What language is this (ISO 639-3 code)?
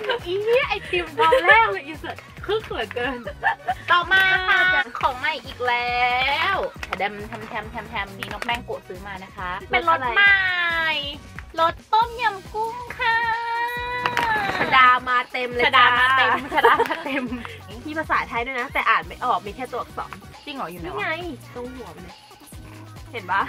tha